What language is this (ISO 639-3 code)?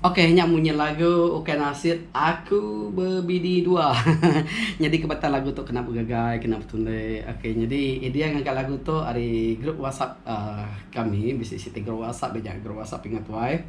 iba